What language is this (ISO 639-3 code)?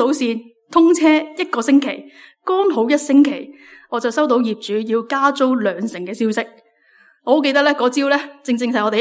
yue